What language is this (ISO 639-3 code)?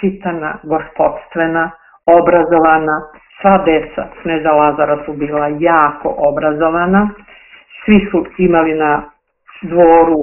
srp